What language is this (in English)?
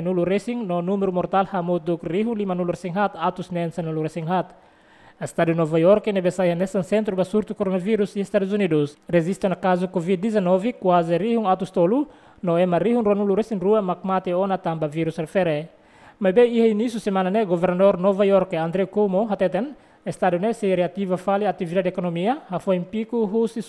Tetum